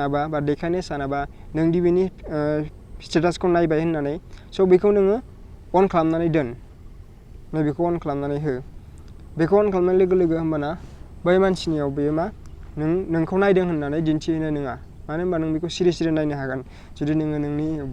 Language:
Bodo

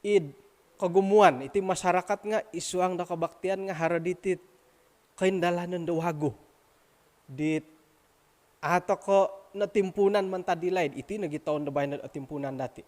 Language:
Central Dusun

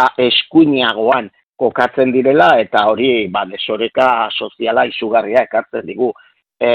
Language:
Basque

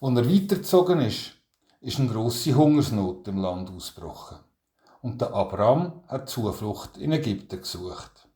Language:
Swiss German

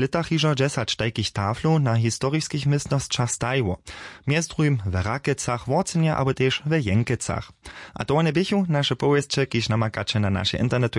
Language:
Upper Sorbian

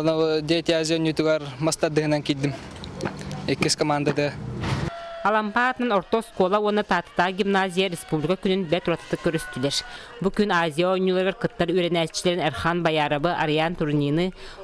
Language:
Yakut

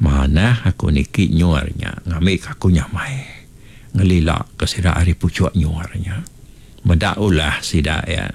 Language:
Iban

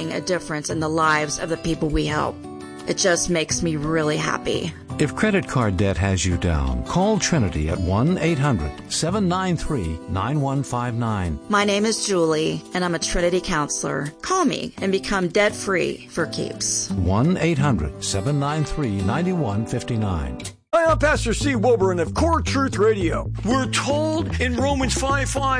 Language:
English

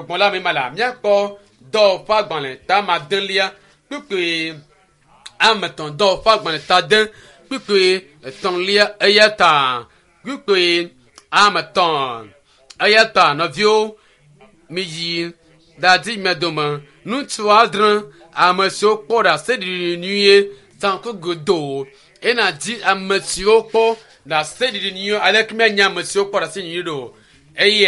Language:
Ewe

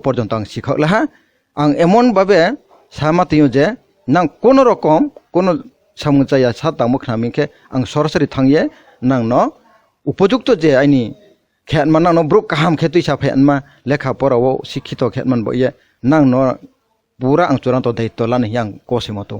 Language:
Kok Borok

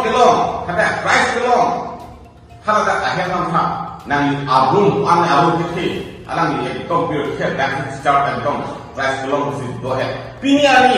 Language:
Karbi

